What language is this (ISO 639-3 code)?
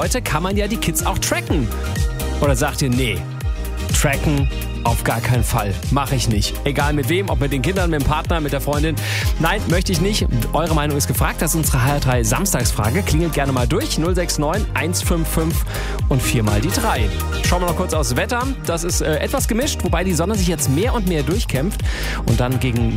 deu